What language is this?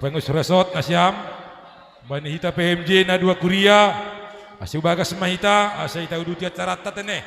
Batak Simalungun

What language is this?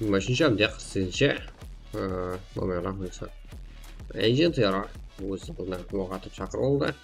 Kara-Kalpak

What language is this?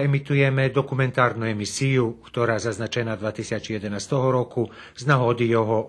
Rusyn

